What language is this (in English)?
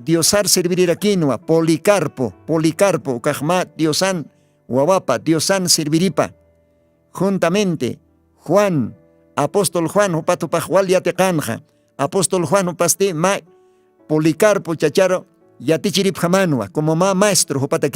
Aymara